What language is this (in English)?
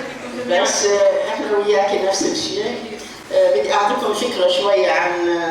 North Levantine Arabic